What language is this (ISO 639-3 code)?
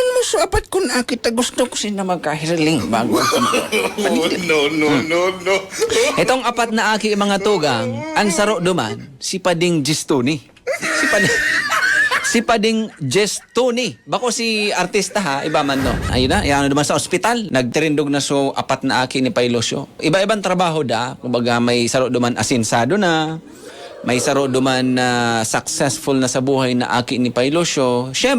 bik